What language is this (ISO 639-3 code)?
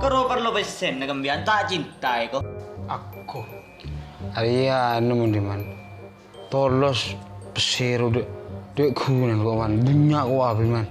mad